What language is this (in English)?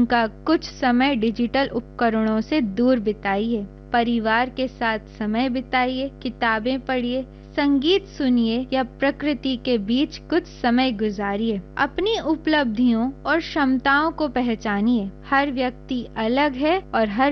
Hindi